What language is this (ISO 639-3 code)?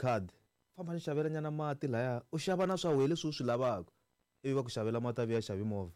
tso